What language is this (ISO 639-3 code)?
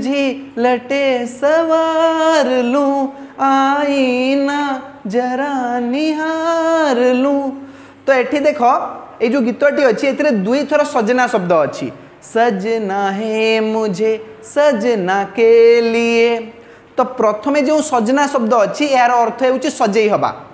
ori